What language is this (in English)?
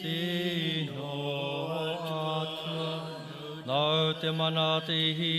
Māori